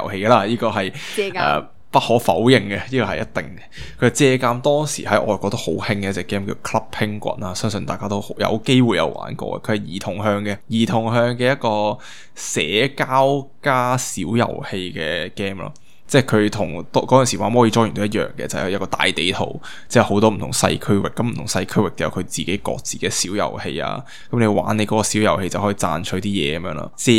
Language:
Cantonese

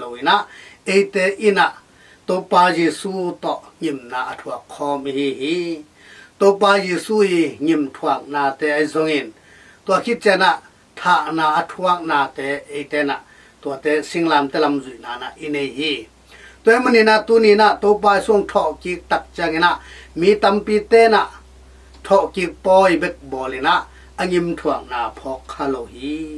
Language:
Tedim Chin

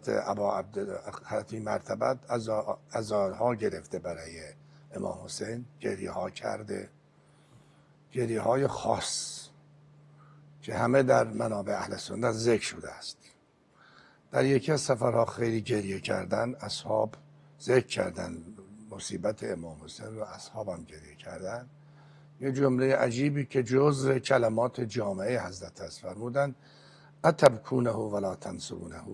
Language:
Persian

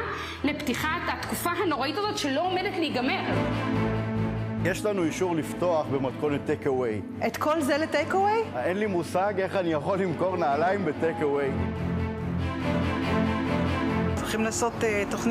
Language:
Hebrew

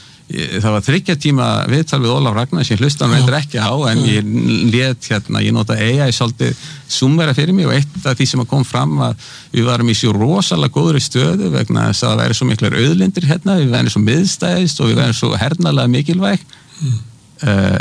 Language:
Icelandic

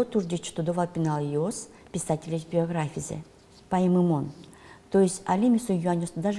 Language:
Udmurt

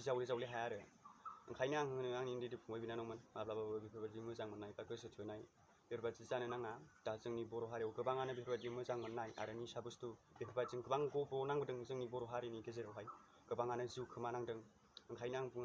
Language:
Bodo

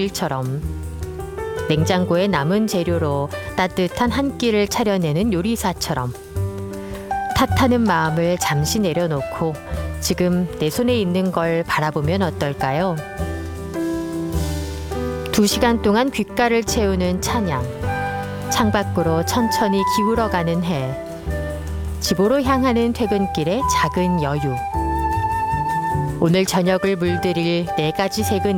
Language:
Korean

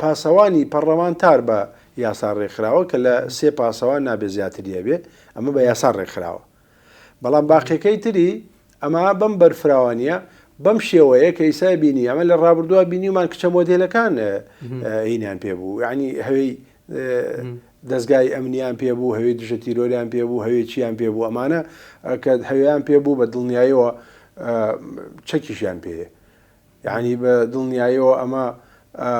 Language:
Central Kurdish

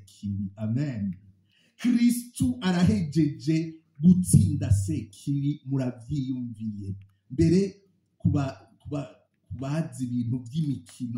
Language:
Rundi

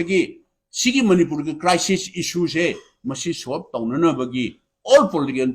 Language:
Manipuri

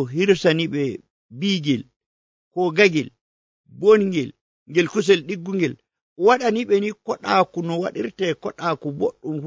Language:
Nigerian Fulfulde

